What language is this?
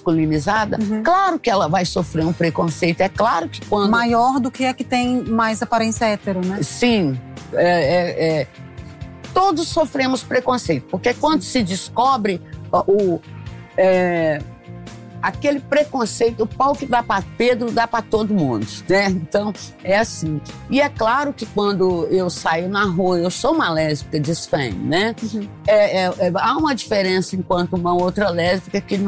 Portuguese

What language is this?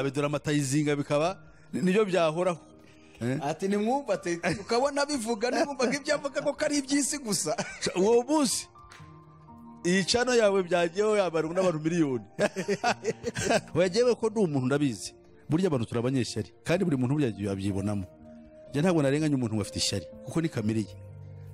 Kinyarwanda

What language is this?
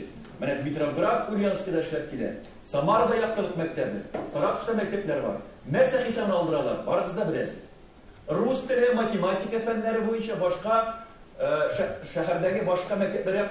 Tatar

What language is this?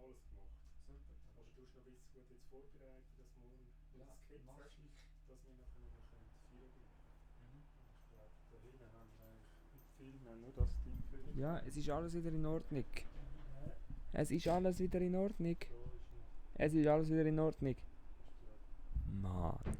Swiss German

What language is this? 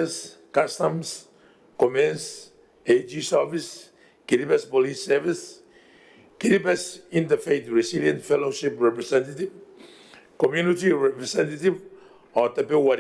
Gilbertese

